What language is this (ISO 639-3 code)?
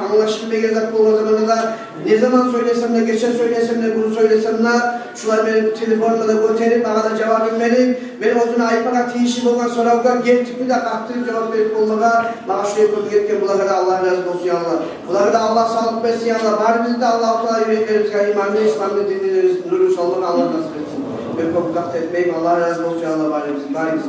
kum